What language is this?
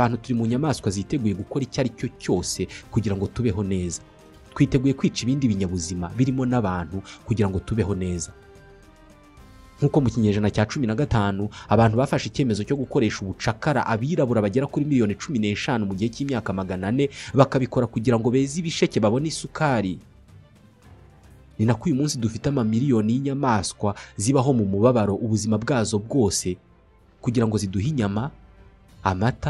Kinyarwanda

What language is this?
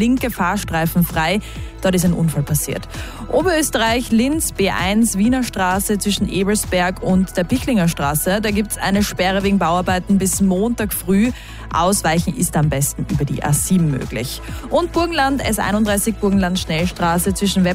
German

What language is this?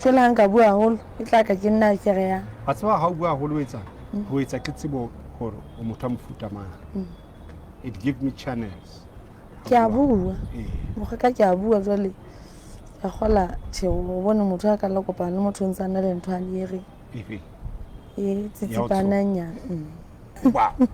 Southern Sotho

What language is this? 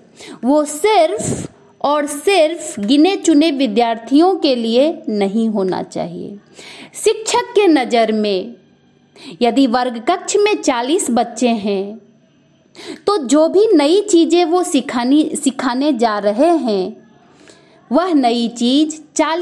Hindi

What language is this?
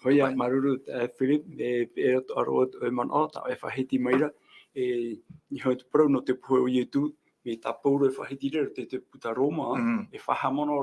Tahitian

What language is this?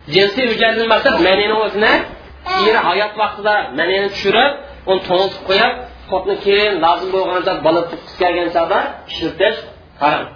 Uyghur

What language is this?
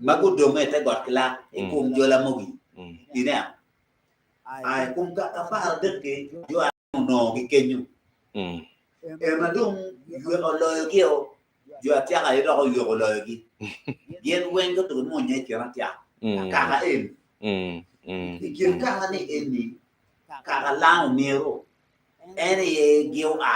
Acoli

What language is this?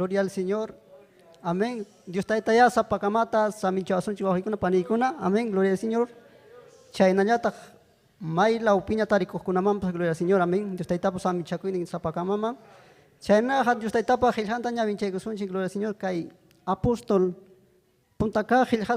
Ayacucho Quechua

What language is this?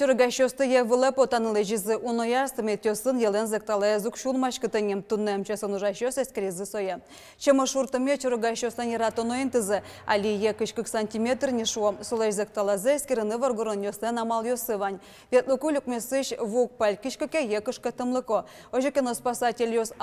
Udmurt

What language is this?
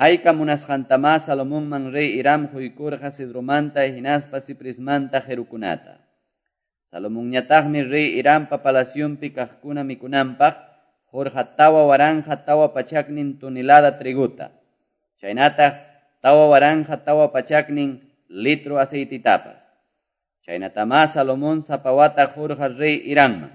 Quechua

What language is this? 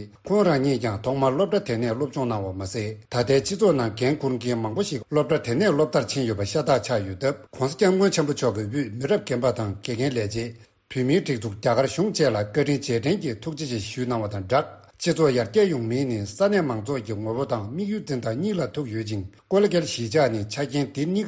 Tibetan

